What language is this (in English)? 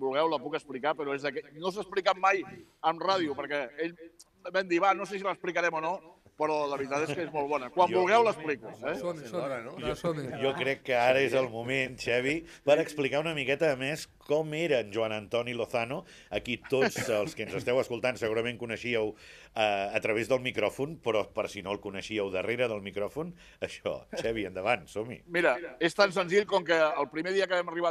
Catalan